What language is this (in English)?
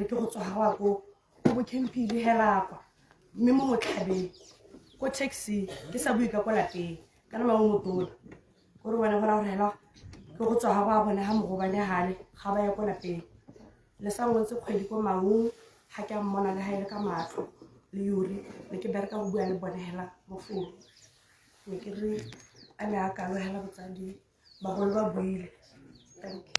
Tswana